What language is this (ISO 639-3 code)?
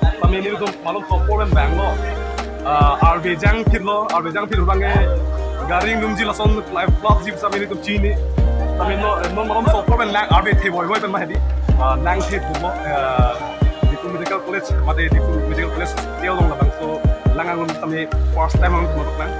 mjw